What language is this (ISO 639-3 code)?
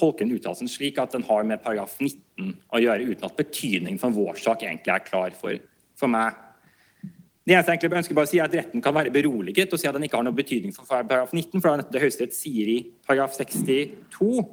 nor